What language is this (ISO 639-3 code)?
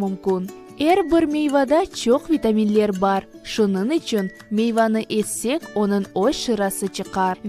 crh